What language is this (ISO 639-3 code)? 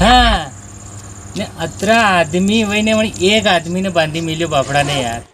raj